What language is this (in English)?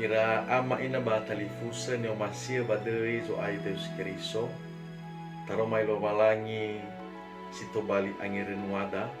Nias